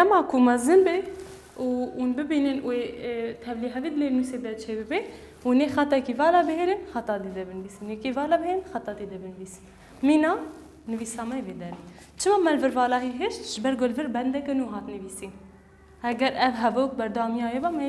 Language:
Kurdish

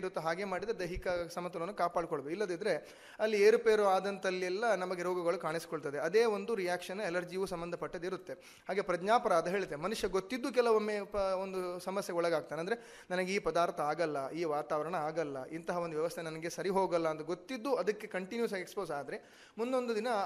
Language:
Kannada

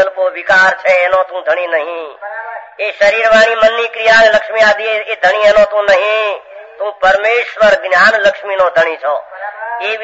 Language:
Gujarati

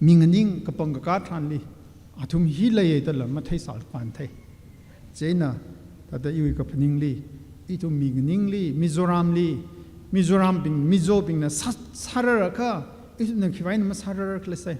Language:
Tangkhul Naga (India)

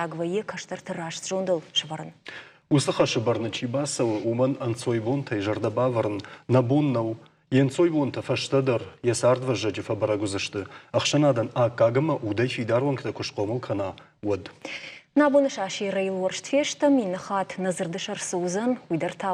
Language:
Ossetic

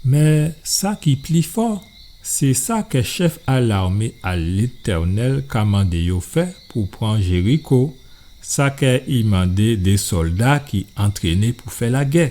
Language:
Guadeloupean Creole French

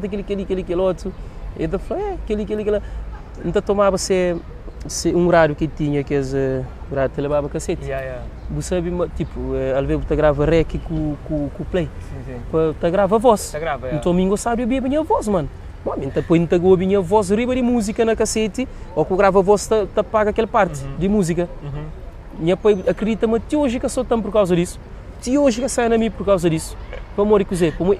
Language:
Kabuverdianu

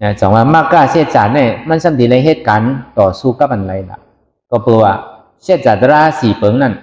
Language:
Shan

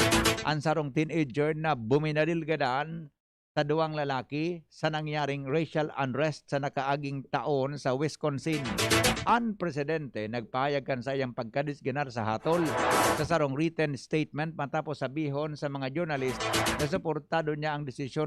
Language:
Bikol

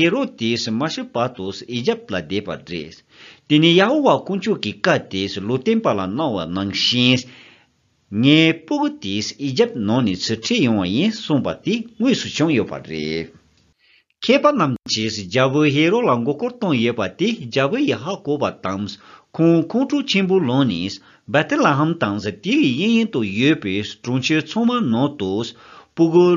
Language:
Tibetan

